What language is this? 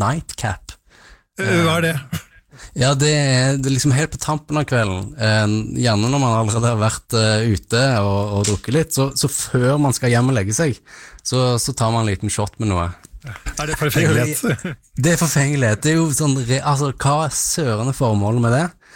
Norwegian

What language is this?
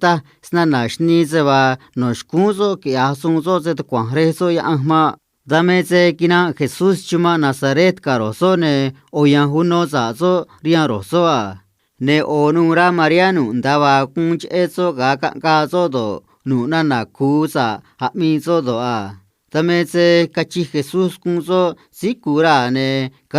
Copala Triqui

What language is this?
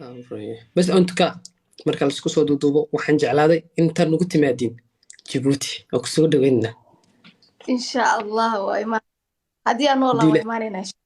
Somali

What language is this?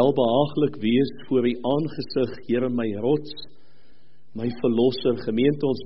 Afrikaans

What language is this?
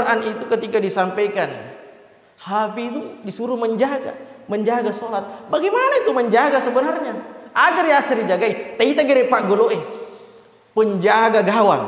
Buginese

